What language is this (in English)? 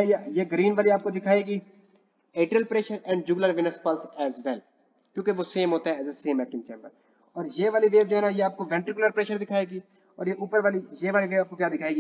Hindi